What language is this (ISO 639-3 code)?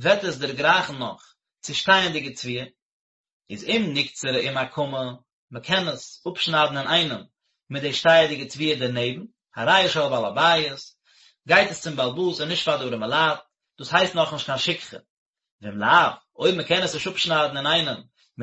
yid